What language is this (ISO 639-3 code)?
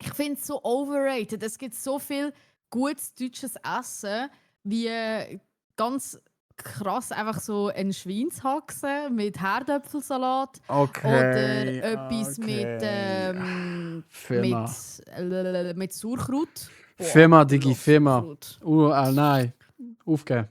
gsw